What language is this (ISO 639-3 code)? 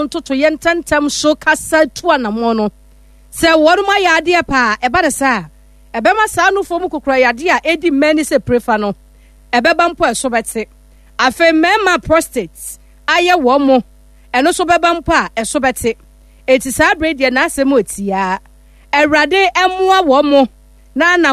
aka